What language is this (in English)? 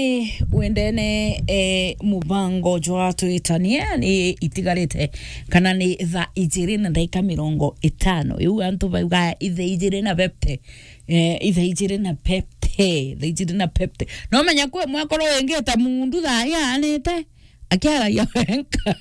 Meru